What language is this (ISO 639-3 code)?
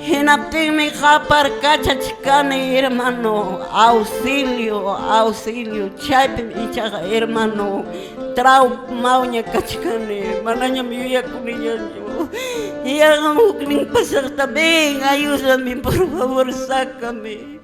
que